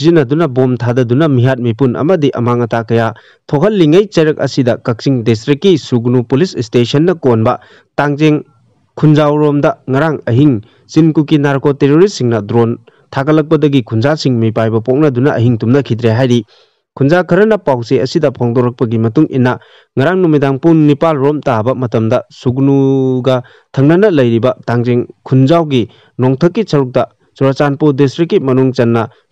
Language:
Manipuri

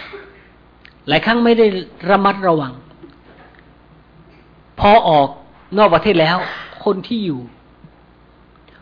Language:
Thai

